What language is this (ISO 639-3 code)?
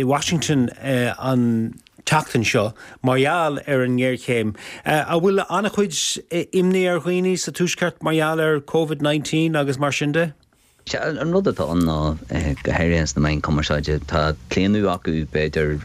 gle